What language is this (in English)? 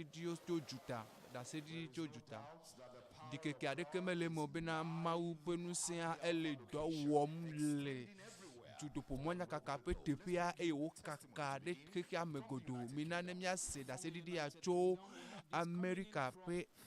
Ewe